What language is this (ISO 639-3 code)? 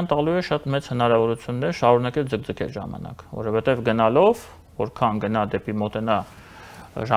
hye